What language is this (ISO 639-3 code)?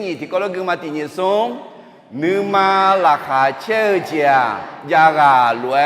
ahk